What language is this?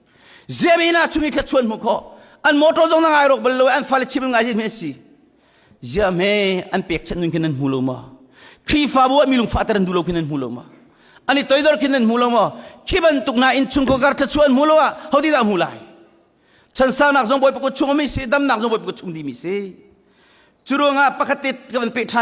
Hakha Chin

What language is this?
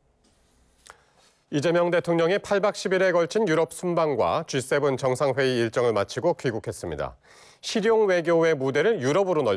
Korean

